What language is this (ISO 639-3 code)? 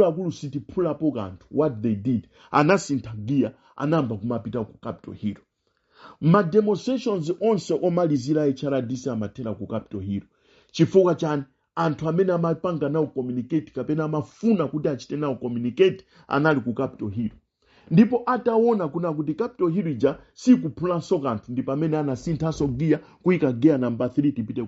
nya